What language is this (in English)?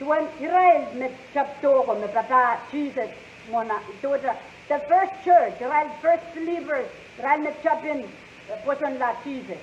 Pohnpeian